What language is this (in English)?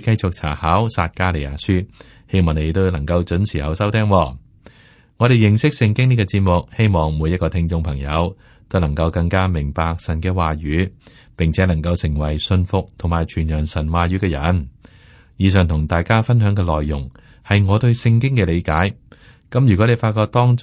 Cantonese